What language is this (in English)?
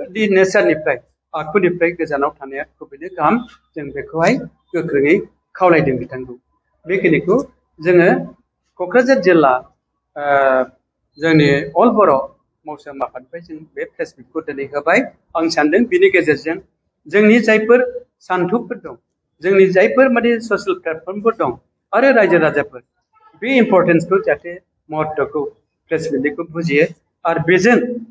Bodo